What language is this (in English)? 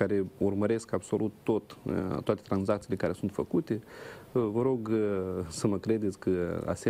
Romanian